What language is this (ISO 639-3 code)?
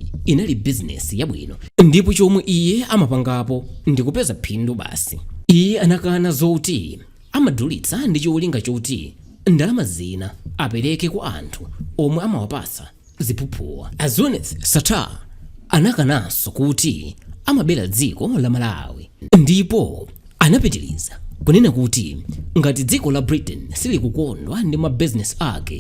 nya